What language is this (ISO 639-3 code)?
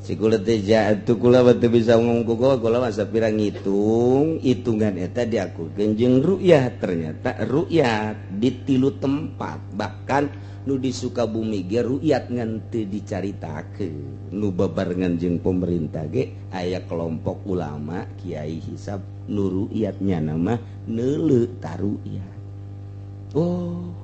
sun